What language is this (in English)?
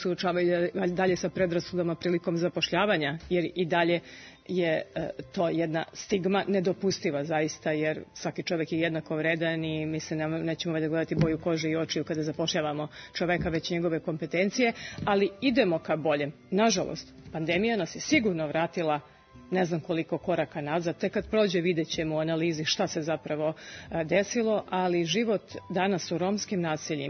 Serbian